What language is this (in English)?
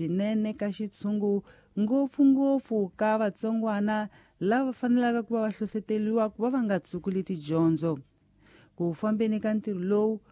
Tsonga